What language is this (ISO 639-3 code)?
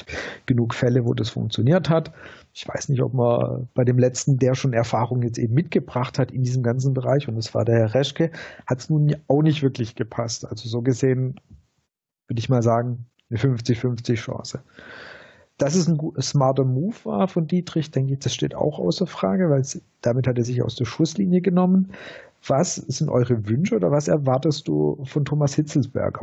deu